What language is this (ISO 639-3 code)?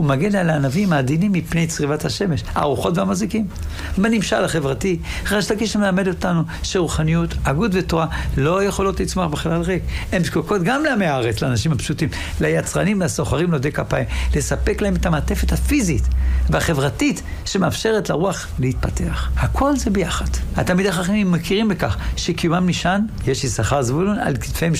heb